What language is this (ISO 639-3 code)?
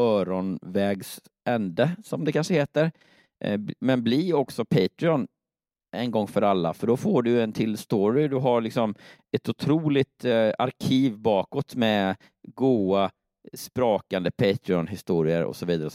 swe